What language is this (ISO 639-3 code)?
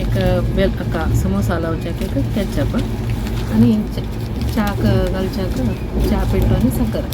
kok